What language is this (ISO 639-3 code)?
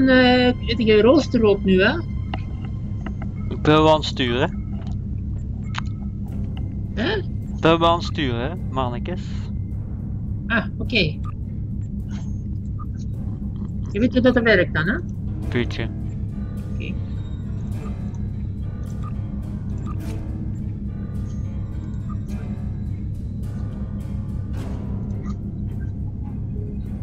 nld